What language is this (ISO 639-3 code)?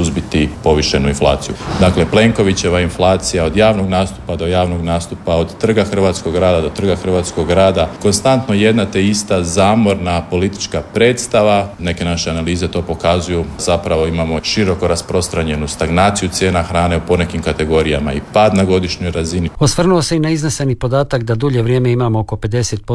hrv